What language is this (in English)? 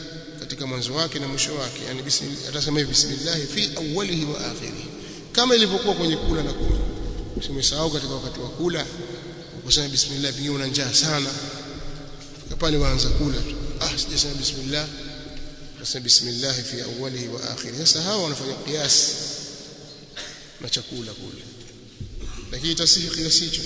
Swahili